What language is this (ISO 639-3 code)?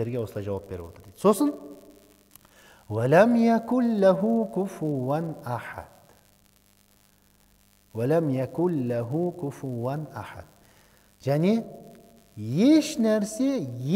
kaz